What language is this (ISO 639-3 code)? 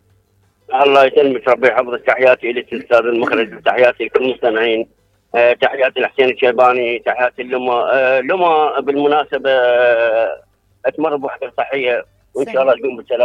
acm